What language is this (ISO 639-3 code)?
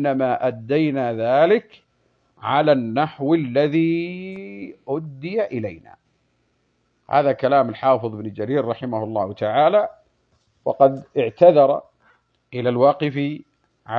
ara